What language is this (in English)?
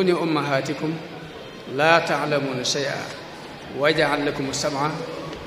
Wolof